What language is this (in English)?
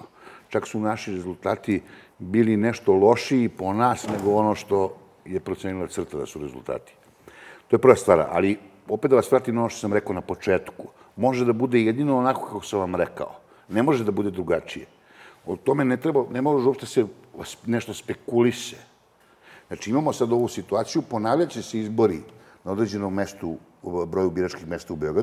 Serbian